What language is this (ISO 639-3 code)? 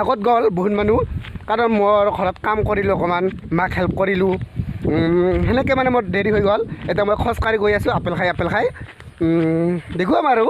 asm